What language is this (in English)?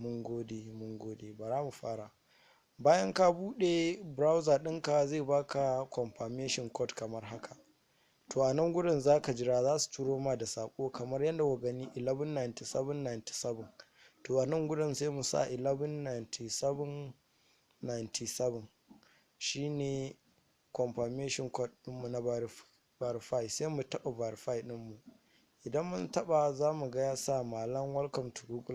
Hausa